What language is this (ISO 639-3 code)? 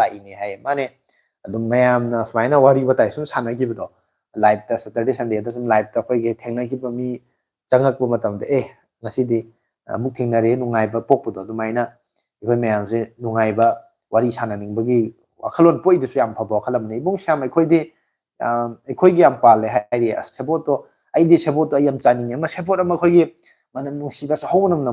mni